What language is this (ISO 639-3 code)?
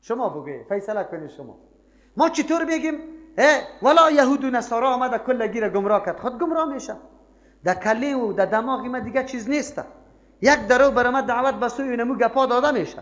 fas